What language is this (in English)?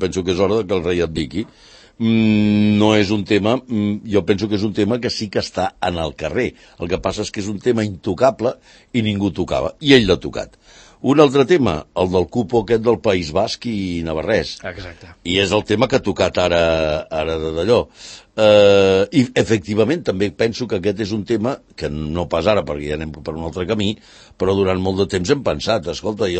Catalan